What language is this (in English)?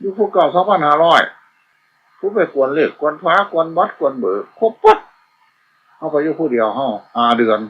Northeastern Thai